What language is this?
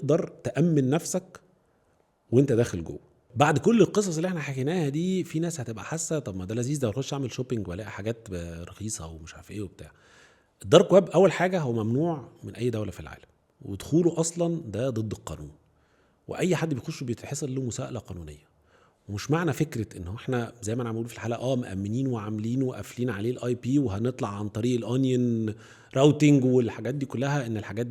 Egyptian Arabic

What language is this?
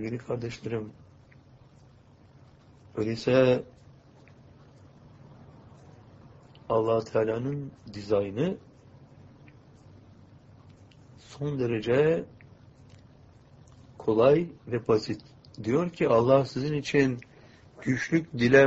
Turkish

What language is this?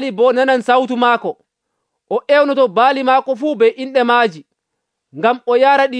Nigerian Fulfulde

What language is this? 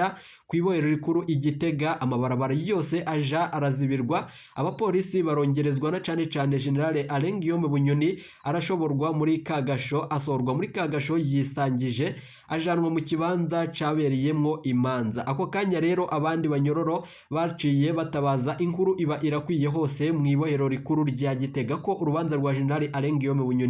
Rundi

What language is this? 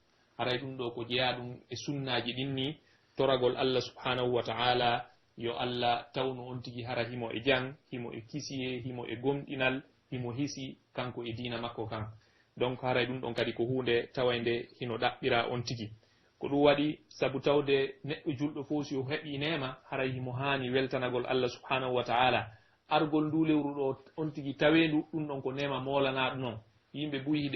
Pular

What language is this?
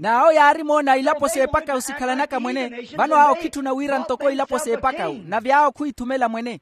Makhuwa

